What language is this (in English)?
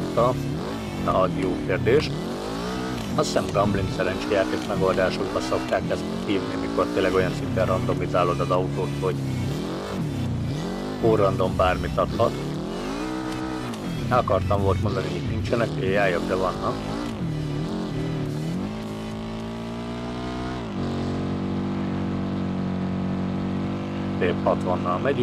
Hungarian